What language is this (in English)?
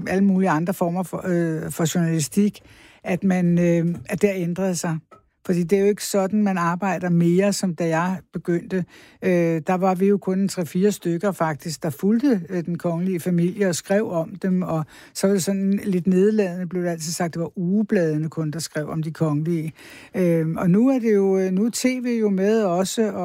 Danish